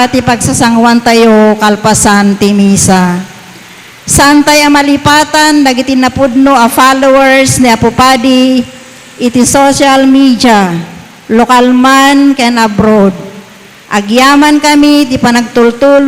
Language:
Iloko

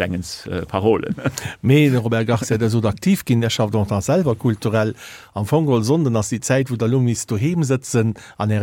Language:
Luxembourgish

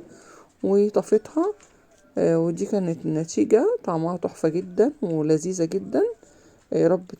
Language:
Egyptian Arabic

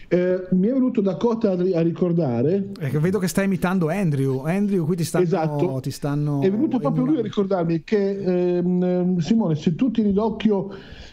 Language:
Italian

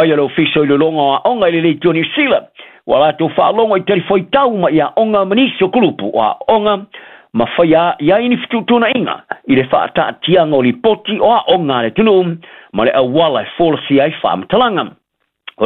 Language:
Samoan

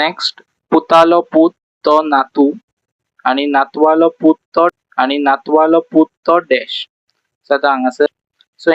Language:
Konkani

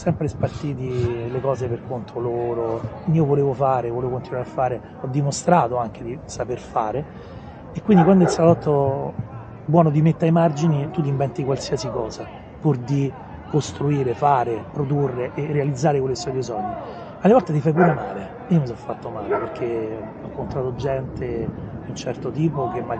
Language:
Italian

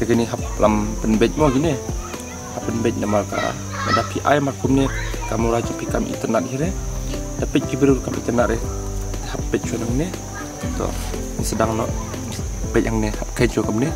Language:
Khasi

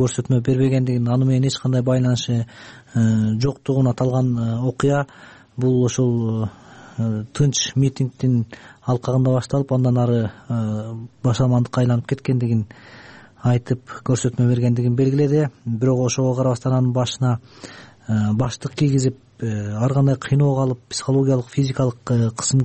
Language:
Kyrgyz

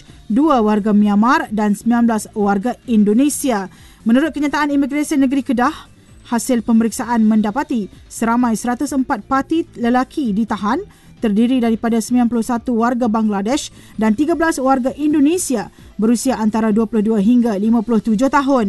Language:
Malay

